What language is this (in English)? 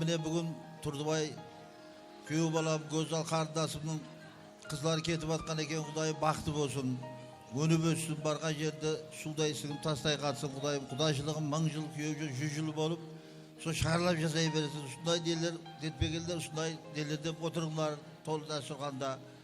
Kara-Kalpak